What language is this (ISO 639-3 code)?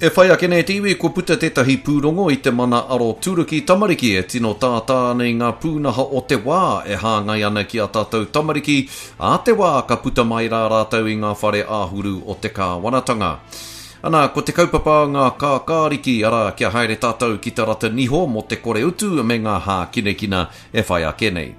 mri